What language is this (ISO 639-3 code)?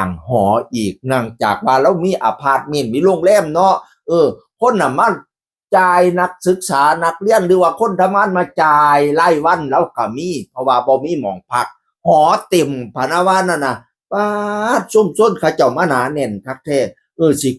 tts